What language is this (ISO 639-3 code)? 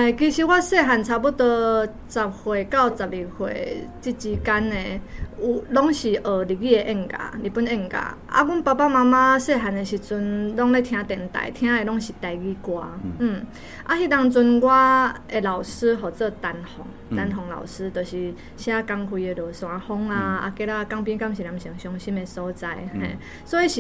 nan